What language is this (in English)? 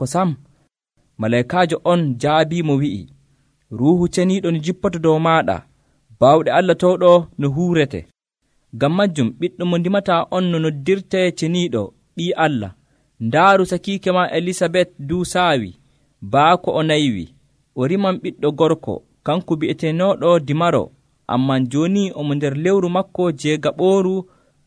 Nigerian Fulfulde